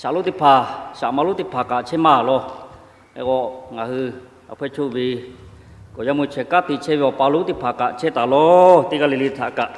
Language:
Lahu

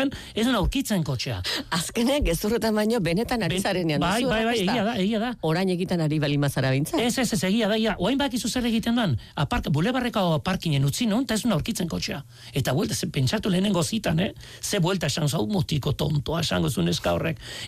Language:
Basque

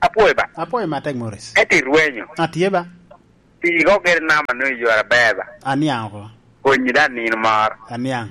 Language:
Lango (Uganda)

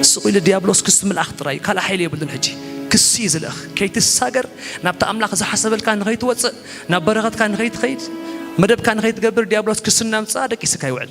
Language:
Tigrinya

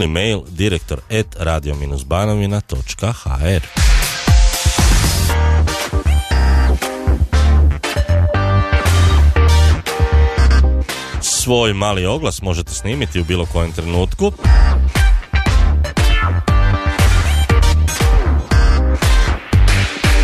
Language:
Croatian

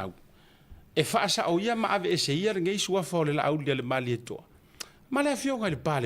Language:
Samoan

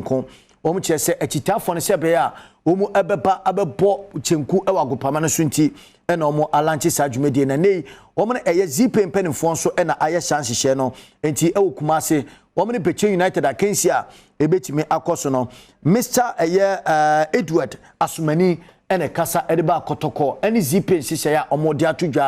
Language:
Akan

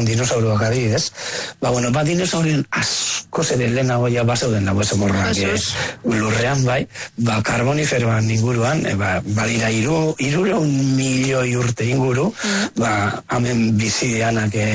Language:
Basque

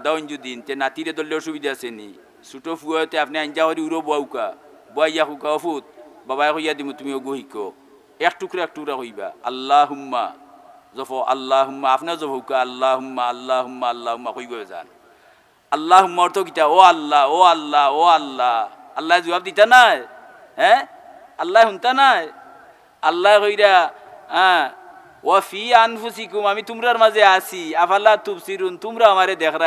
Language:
Sylheti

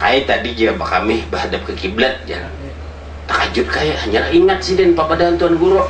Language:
Banjar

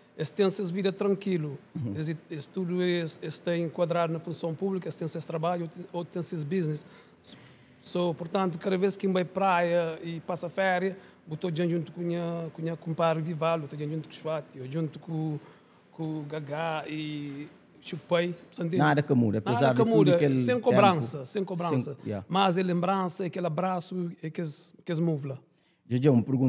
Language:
Kabuverdianu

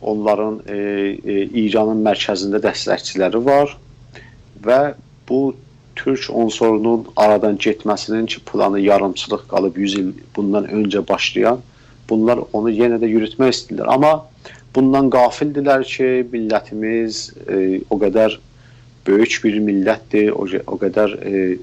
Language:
South Azerbaijani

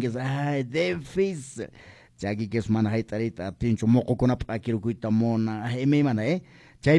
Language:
Quechua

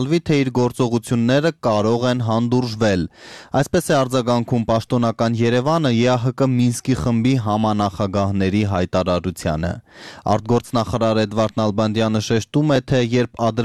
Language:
Armenian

